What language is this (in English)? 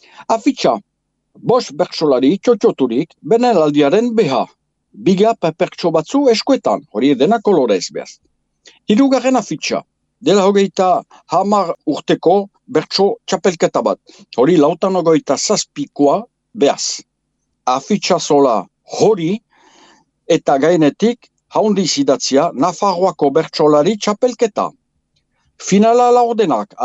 Basque